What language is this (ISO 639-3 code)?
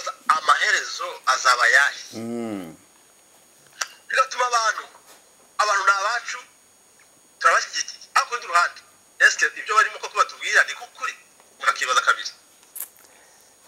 kin